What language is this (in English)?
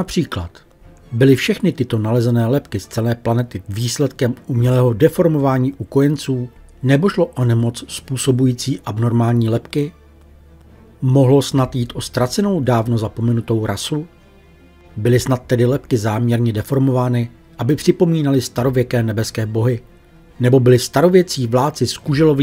Czech